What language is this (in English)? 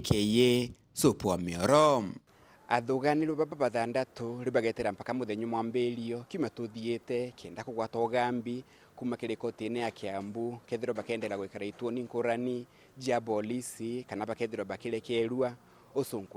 Meru